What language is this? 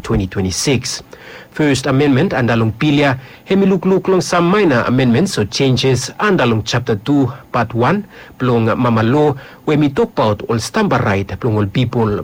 Bislama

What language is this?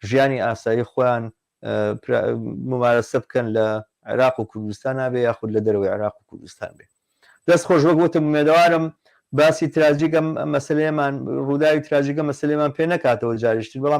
Central Kurdish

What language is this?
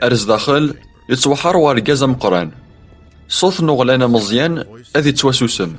Kabyle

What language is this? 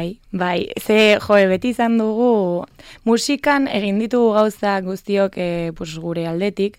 Basque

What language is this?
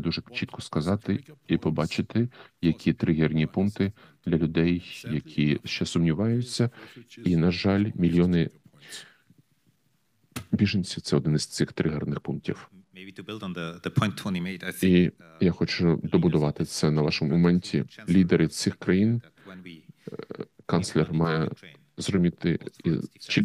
Ukrainian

